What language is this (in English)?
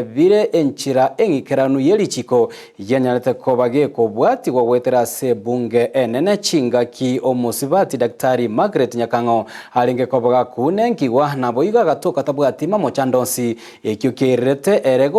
Gusii